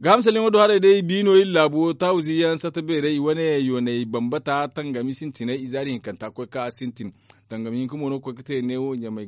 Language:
Zarma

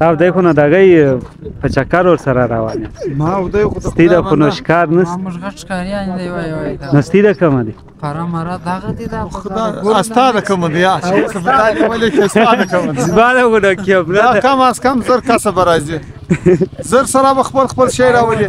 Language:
Pashto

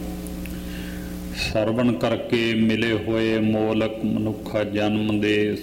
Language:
Punjabi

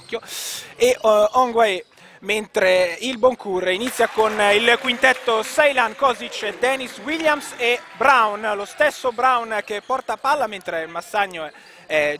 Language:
Italian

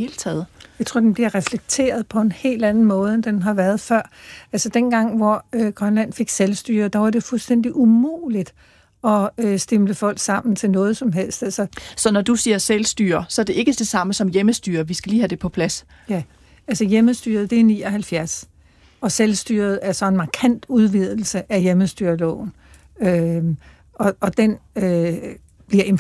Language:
Danish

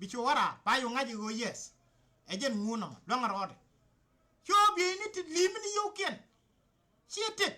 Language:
Nuer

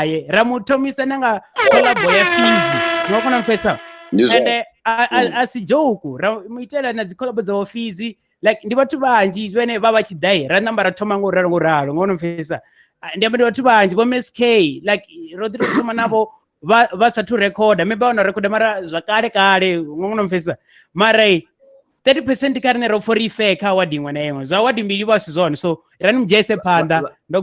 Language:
Venda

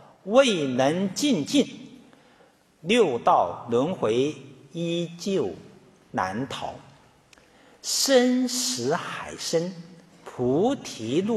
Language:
Chinese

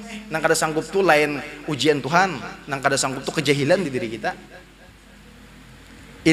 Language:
Banjar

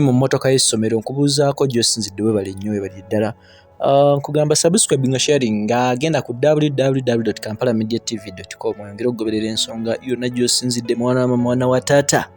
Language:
Ganda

